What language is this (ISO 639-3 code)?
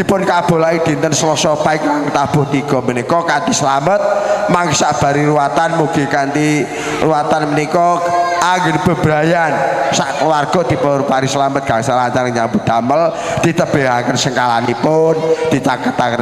jav